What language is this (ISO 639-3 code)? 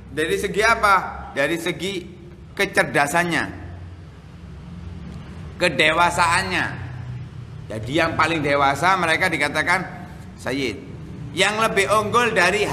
ind